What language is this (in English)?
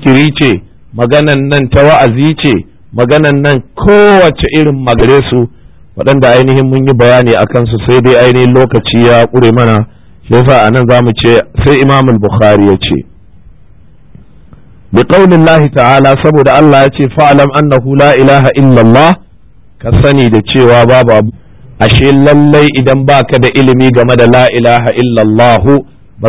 Hausa